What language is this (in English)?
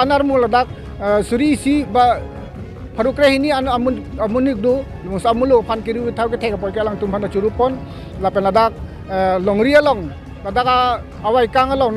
Karbi